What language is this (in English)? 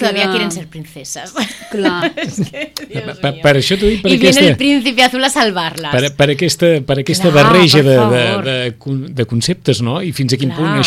Catalan